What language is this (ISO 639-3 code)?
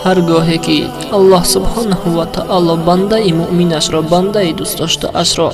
tgk